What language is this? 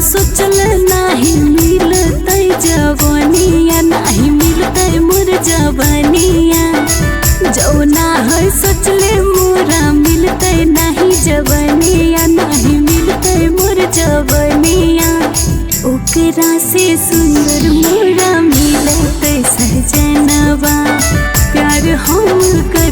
Bhojpuri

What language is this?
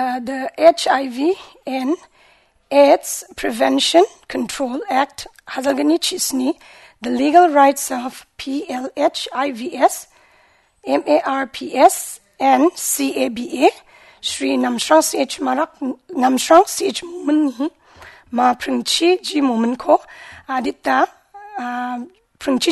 Garo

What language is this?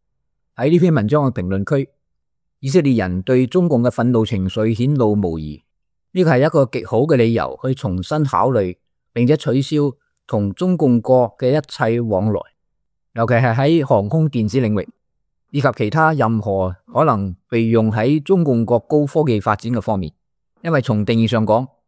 Cantonese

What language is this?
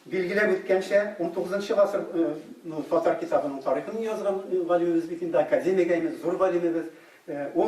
Tatar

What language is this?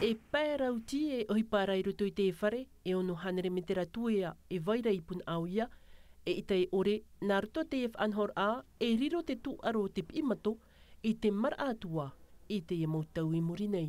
Tahitian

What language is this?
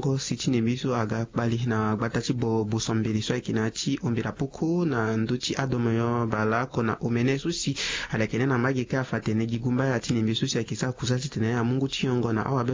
Sango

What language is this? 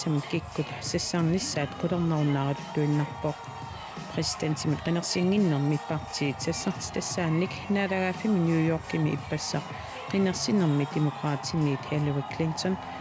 Kalaallisut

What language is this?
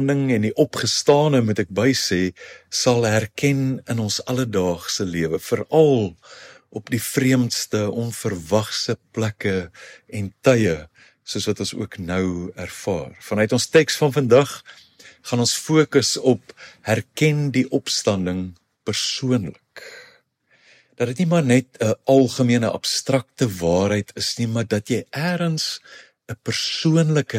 Afrikaans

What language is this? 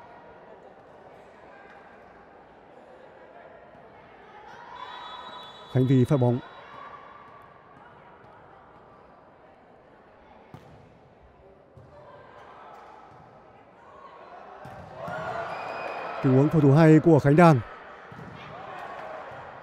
Vietnamese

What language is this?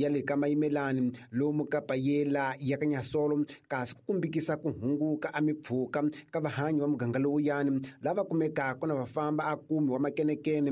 Tsonga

